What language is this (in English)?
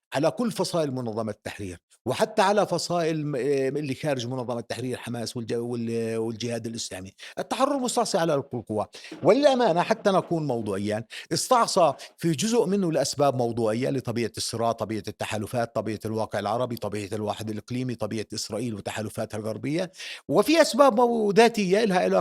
North Levantine Arabic